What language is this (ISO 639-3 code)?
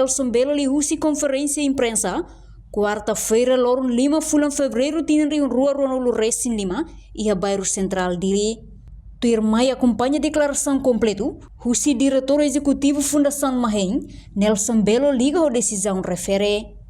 tet